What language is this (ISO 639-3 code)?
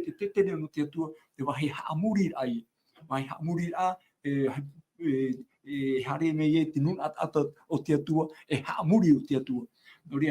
tah